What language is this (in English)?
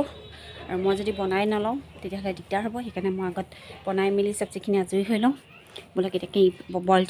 Assamese